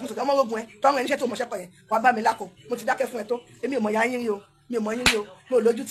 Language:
Yoruba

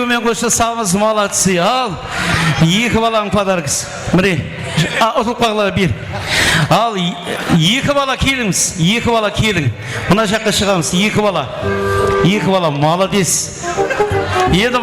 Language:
Kara-Kalpak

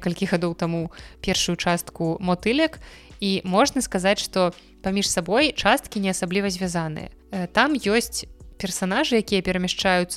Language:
Belarusian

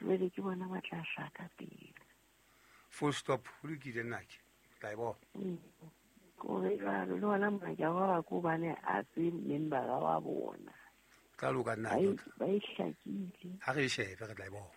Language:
Southern Sotho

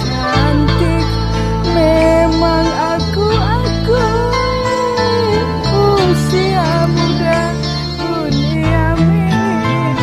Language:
Musi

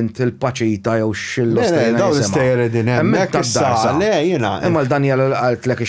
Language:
Maltese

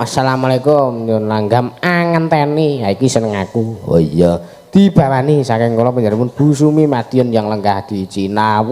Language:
Javanese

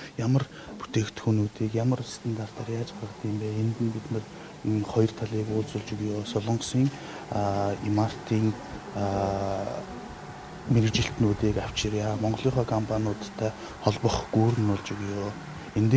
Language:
Mongolian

